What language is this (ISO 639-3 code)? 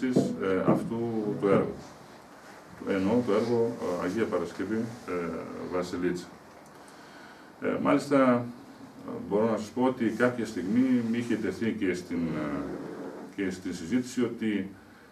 ell